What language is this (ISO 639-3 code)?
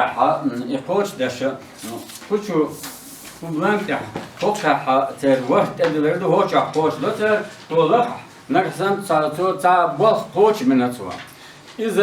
che